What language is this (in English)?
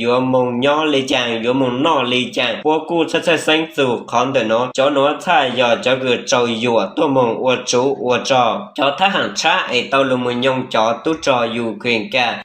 Hmong